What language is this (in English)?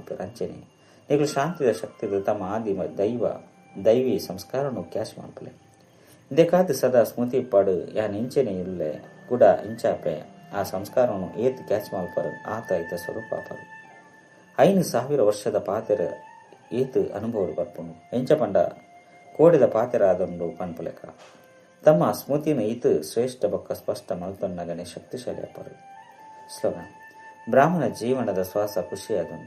Tulu